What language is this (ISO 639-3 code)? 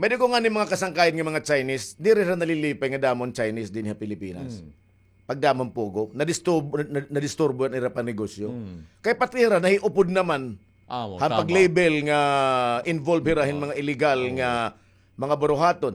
war